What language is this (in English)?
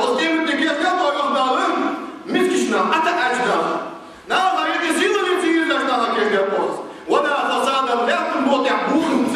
Ingush